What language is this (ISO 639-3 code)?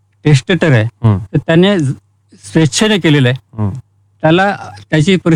mar